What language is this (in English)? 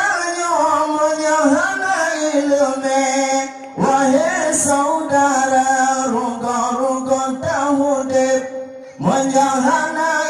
Achinese